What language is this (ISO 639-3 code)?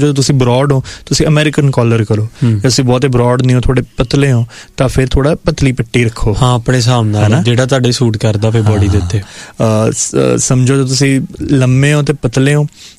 pan